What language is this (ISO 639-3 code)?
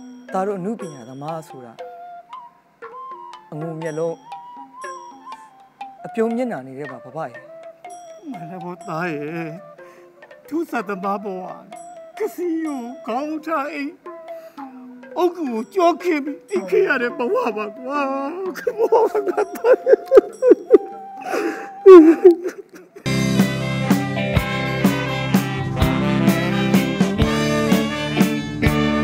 mya